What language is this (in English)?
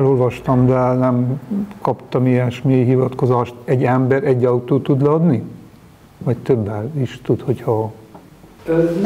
Hungarian